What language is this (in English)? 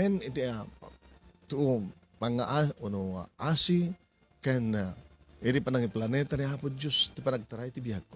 Iloko